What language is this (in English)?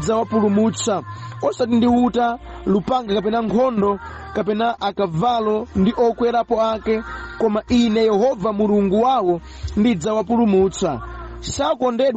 Nyanja